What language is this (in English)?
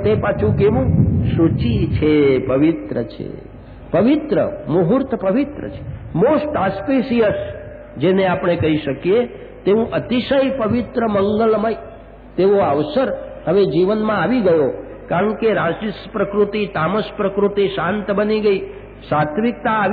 Gujarati